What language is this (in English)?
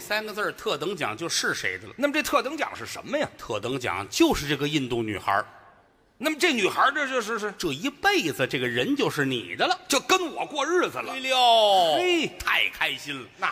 Chinese